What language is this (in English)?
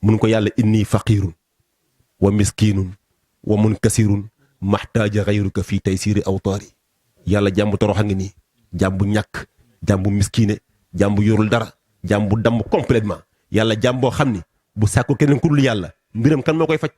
Wolof